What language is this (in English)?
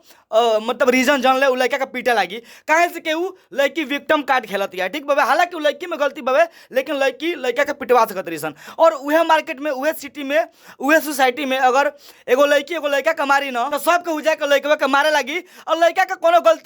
Bhojpuri